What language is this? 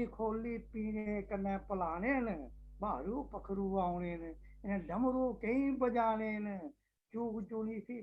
Dogri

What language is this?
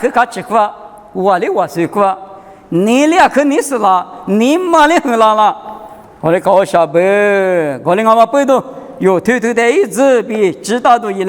Lisu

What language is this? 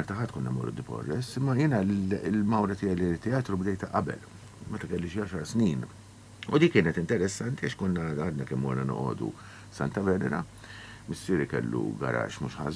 Maltese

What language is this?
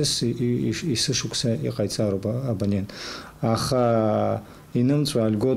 Abkhazian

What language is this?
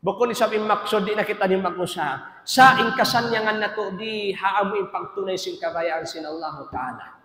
Tausug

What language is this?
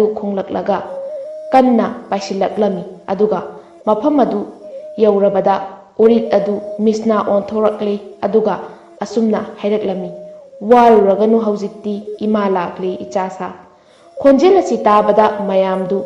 Manipuri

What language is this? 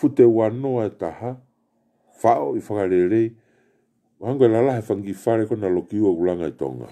Tongan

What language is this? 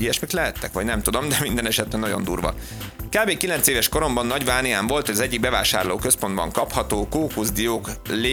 Hungarian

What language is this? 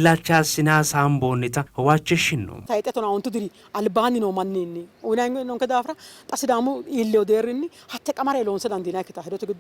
Sidamo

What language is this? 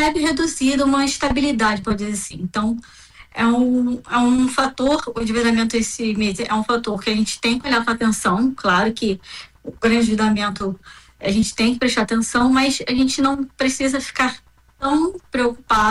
Portuguese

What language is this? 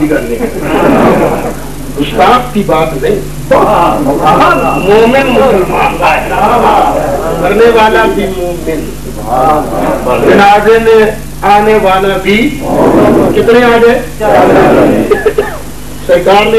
Urdu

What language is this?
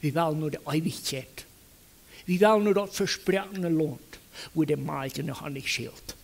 Plautdietsch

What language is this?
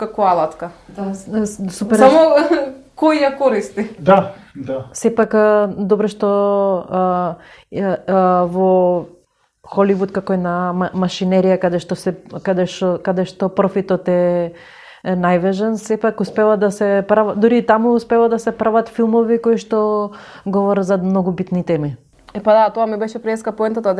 Macedonian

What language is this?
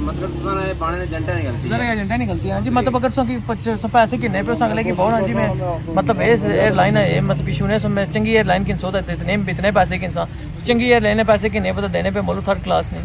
Pahari-Potwari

